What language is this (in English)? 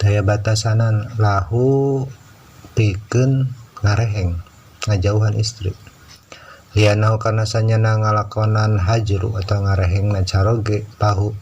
Sundanese